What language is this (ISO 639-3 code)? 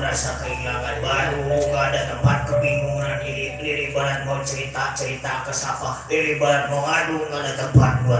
bew